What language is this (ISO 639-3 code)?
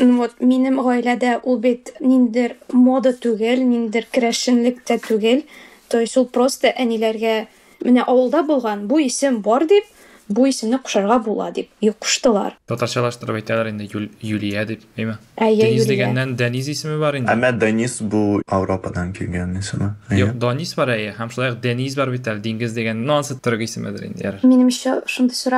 tat